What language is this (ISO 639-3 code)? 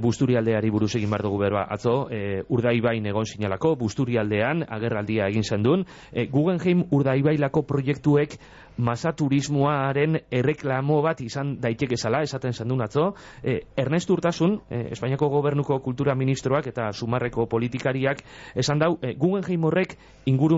eus